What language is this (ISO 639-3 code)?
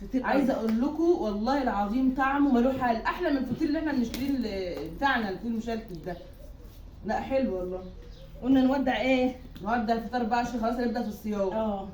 arz